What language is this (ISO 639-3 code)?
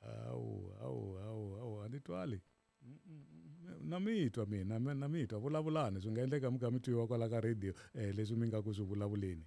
tso